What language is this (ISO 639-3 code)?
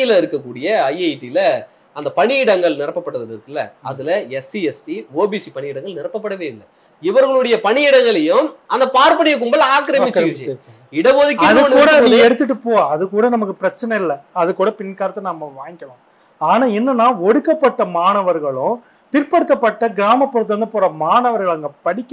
tam